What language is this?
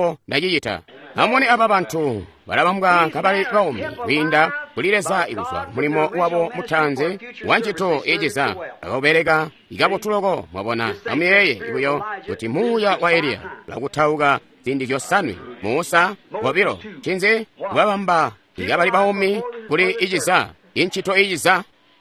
Tonga (Zambia)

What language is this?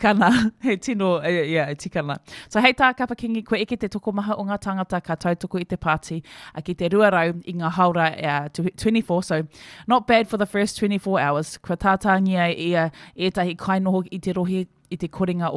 Māori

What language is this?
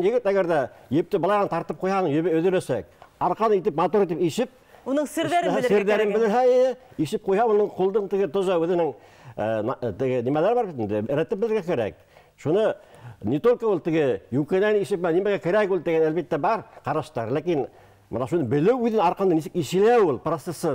Bashkir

